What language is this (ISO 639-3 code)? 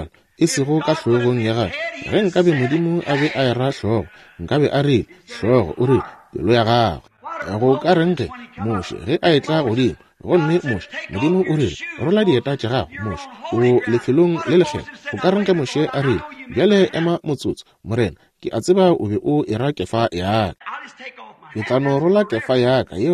nso